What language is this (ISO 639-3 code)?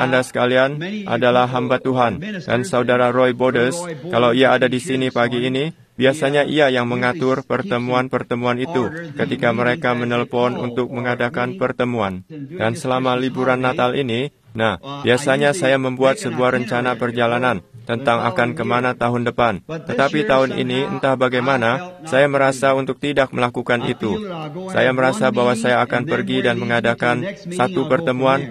ind